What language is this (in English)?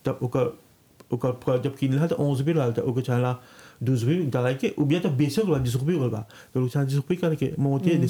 Bhojpuri